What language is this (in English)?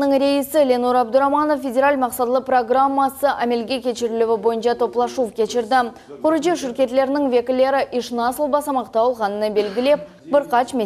Crimean Tatar